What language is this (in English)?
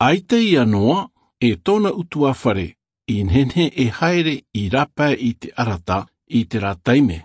Tahitian